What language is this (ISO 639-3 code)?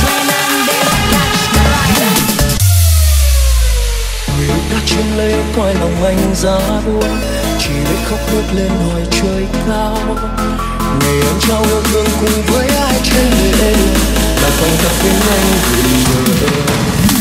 vie